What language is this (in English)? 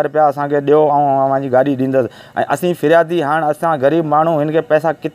Sindhi